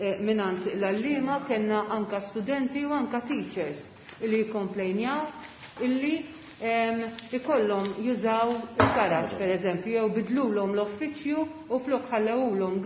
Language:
Maltese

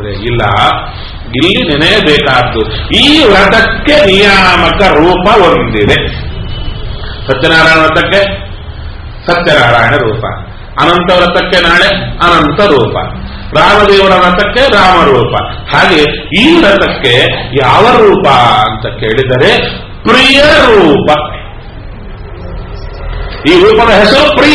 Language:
Kannada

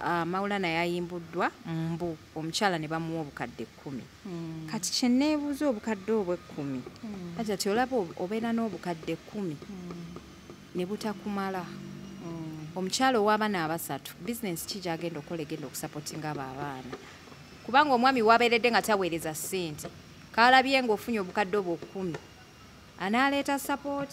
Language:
Ganda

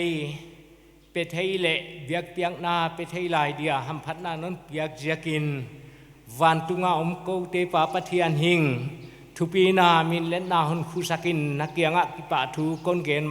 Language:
Paite Chin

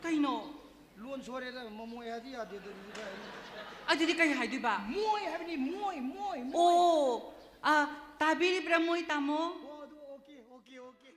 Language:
Manipuri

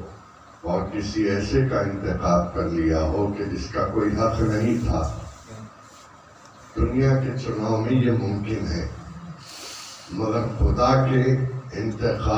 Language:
Urdu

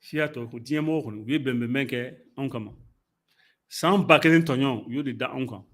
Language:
Bambara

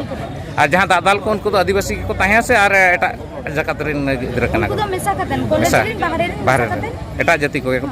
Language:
Santali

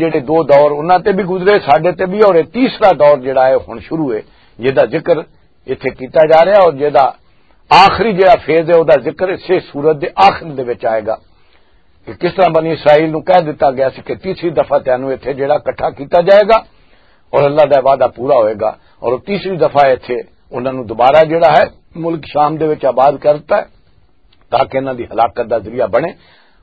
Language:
Western Panjabi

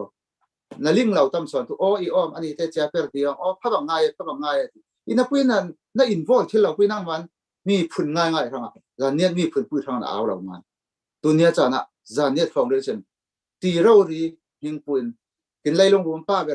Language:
Falam Chin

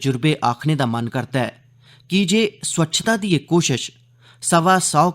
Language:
Dogri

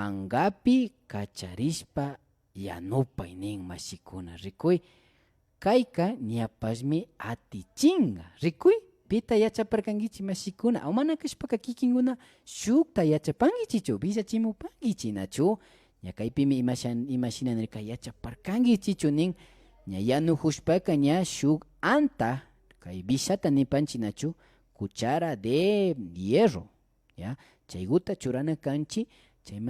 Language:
Imbabura Highland Quichua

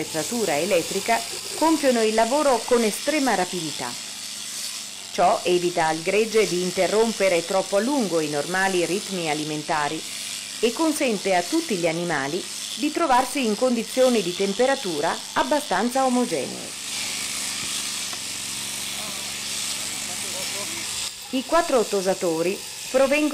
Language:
Italian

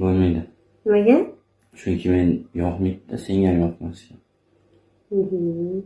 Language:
Uzbek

